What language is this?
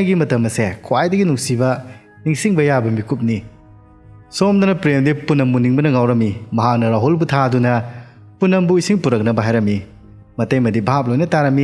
Manipuri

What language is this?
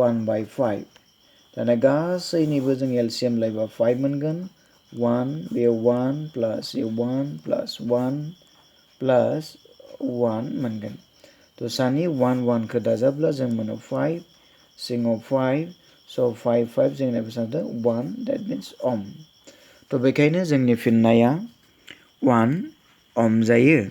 Bodo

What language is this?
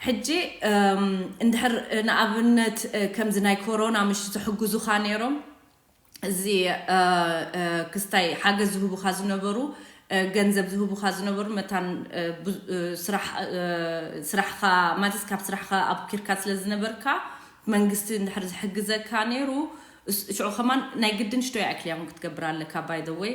Tigrinya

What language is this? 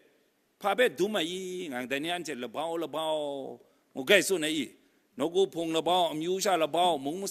Kachin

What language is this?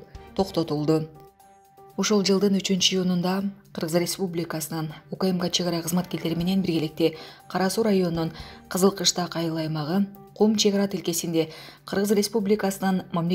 Kyrgyz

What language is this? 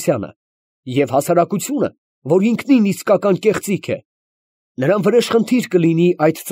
Armenian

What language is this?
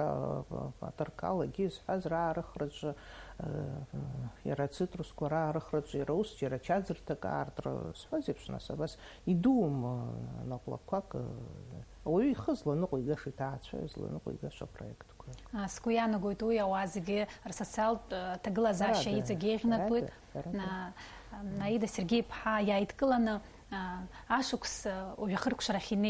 Abkhazian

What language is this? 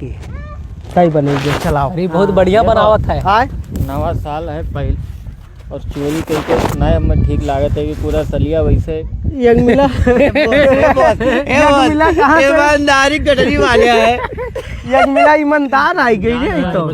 Awadhi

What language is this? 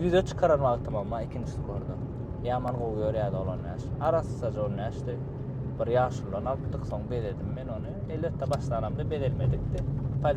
Turkmen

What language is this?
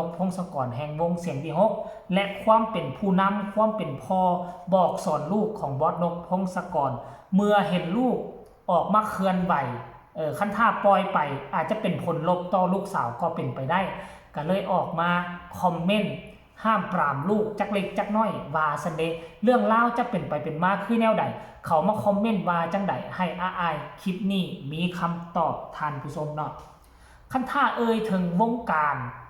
Northeastern Thai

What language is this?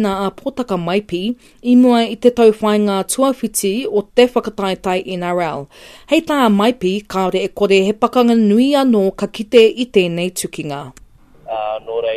Māori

